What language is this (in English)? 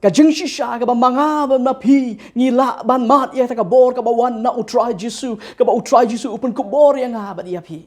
Khasi